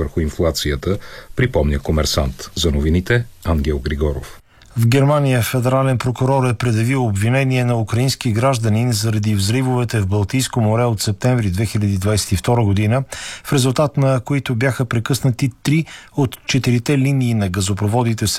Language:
Bulgarian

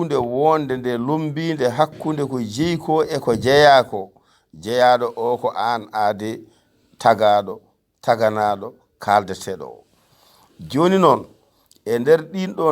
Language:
Fula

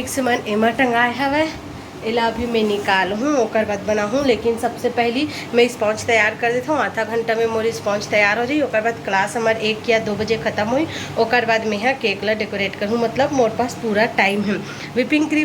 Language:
Chhattisgarhi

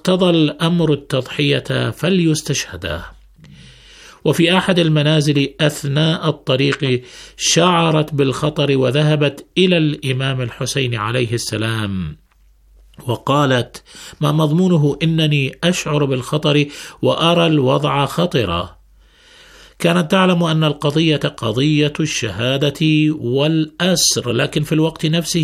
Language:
Arabic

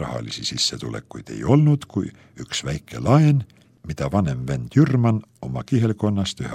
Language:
Estonian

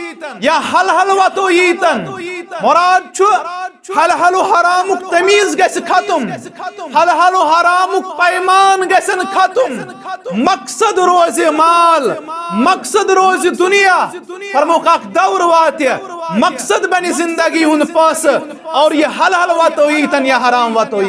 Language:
Kashmiri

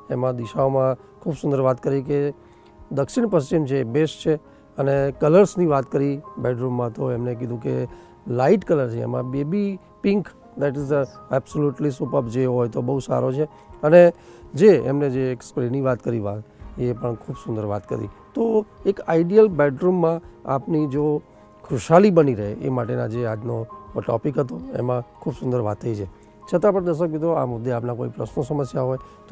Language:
Gujarati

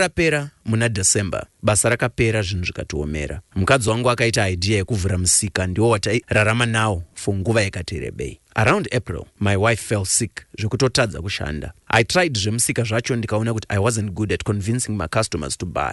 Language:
Shona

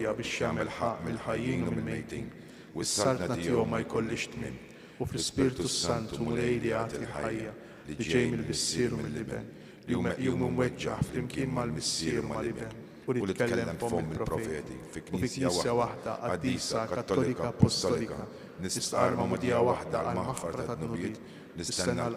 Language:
Maltese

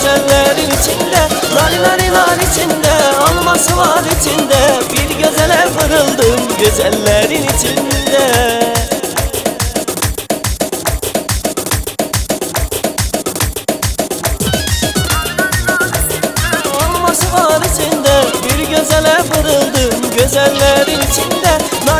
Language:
Turkish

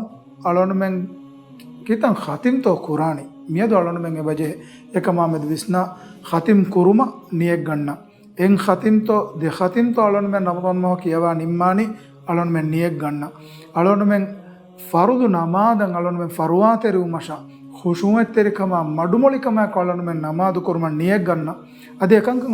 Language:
Divehi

